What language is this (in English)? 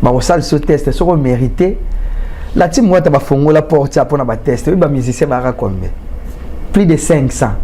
Lingala